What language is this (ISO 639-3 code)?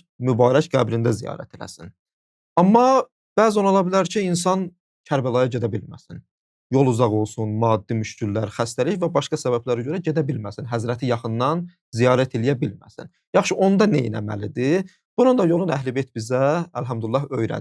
aze